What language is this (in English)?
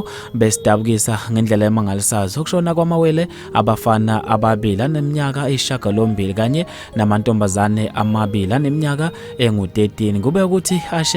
Zulu